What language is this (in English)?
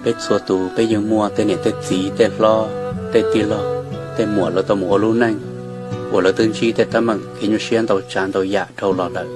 Hmong